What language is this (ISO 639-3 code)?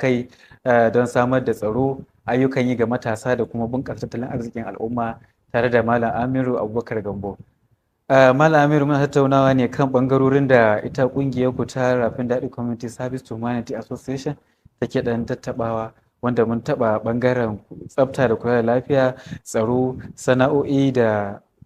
hau